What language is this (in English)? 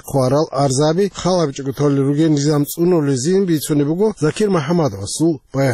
Avaric